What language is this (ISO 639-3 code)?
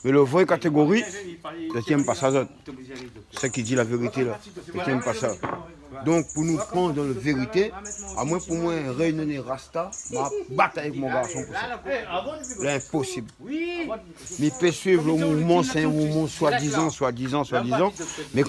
rcf